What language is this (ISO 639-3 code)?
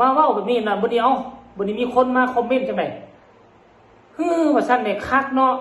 tts